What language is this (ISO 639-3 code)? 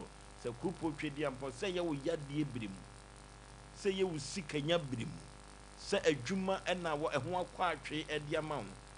aka